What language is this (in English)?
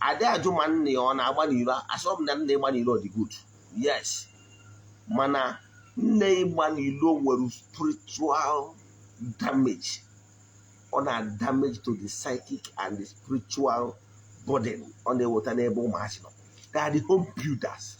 Igbo